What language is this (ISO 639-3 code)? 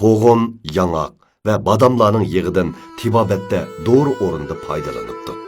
uig